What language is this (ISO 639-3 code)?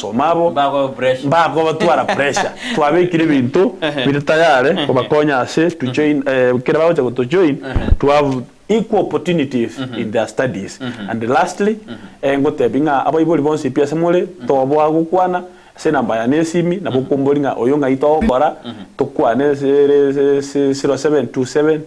guz